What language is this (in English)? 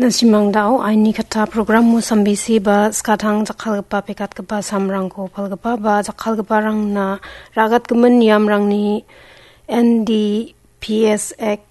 Garo